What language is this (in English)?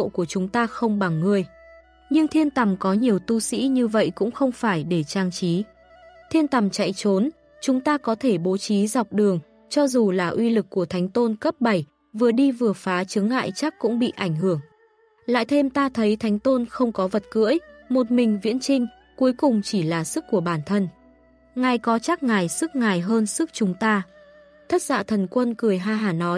Vietnamese